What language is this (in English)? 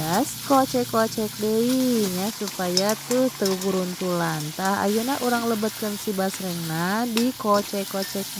Sundanese